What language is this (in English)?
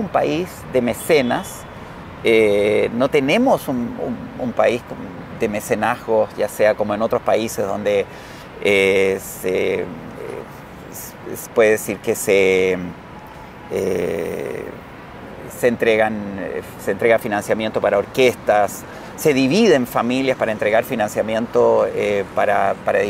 Spanish